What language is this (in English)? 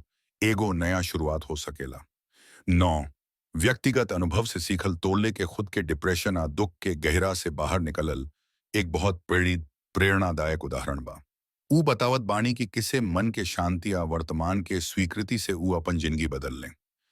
Bhojpuri